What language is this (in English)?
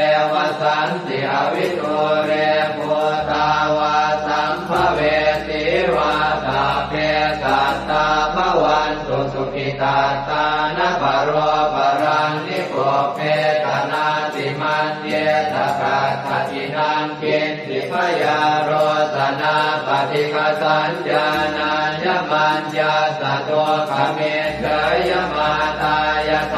Pali